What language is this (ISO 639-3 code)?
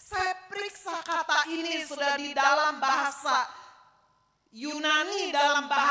ind